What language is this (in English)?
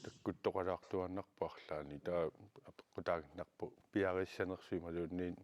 Kalaallisut